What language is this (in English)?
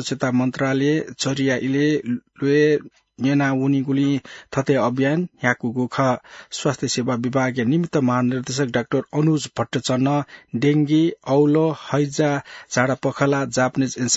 Newari